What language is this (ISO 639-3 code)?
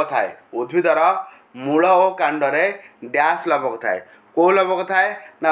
ori